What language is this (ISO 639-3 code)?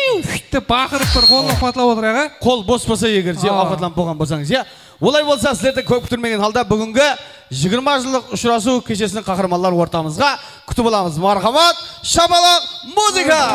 kaa